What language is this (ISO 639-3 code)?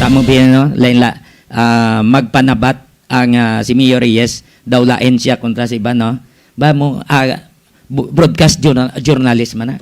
hil